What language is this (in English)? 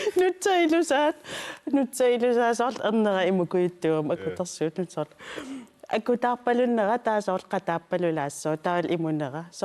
Kalaallisut